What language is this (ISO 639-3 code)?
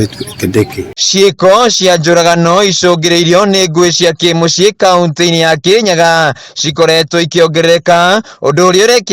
kik